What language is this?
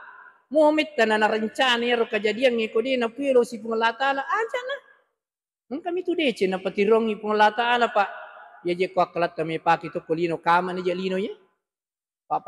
Buginese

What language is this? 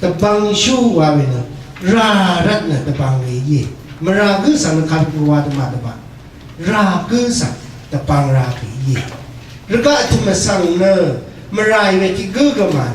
Rawang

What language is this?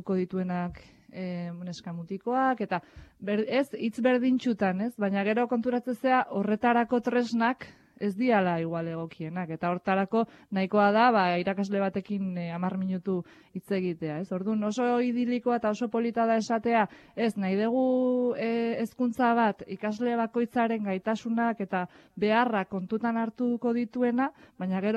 Basque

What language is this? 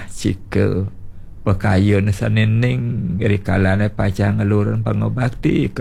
Balinese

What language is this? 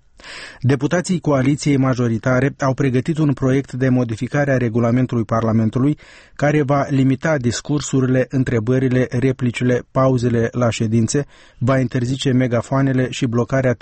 Romanian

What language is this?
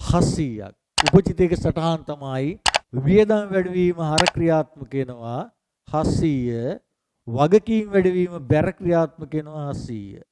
Sinhala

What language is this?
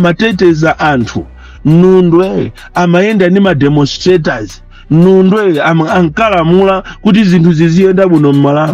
Nyanja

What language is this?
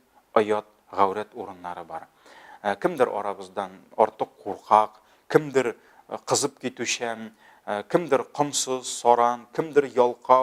Tatar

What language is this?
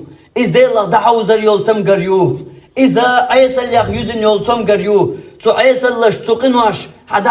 Chechen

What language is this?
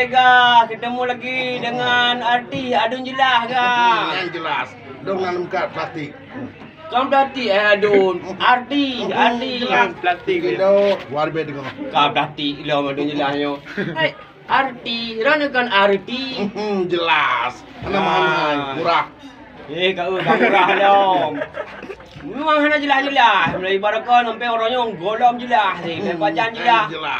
Achinese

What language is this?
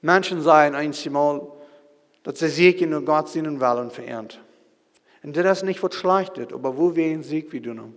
Plautdietsch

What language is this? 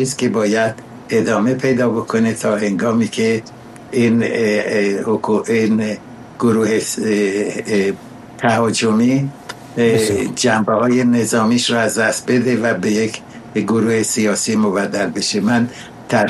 Persian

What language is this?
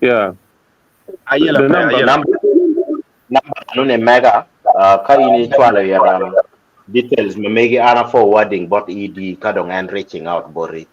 Acoli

